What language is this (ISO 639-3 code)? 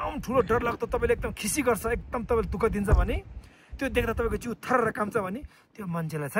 nep